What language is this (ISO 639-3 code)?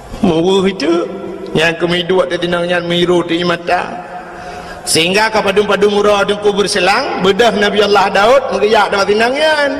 ace